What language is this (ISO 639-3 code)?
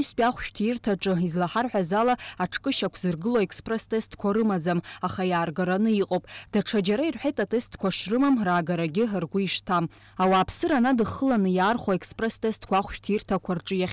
abk